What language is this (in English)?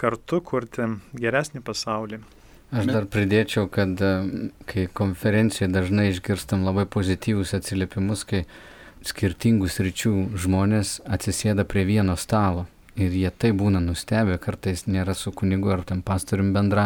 Lithuanian